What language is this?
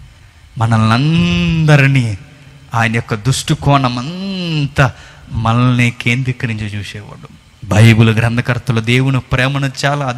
Telugu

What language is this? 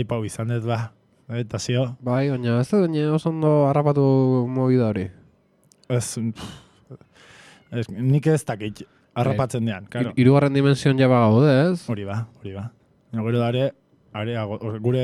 Basque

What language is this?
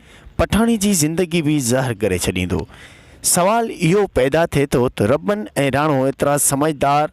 Sindhi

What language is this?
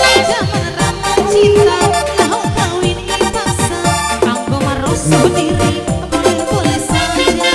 Batak Simalungun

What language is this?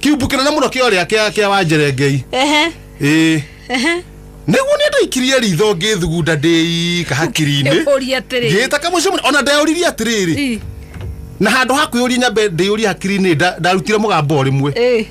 Kikuyu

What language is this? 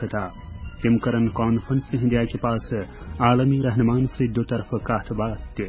Kashmiri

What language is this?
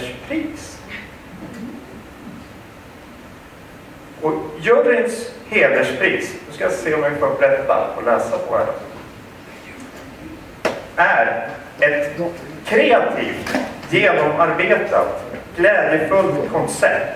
Swedish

